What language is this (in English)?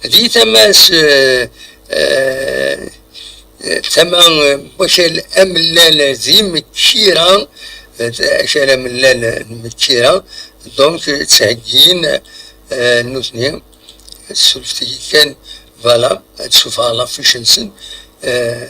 Kabyle